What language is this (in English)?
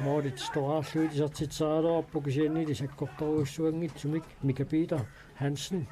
Kalaallisut